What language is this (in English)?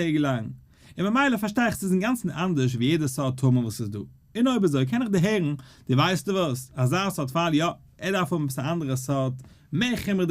Yiddish